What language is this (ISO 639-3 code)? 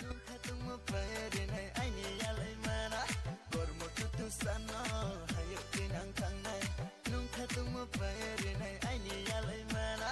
trp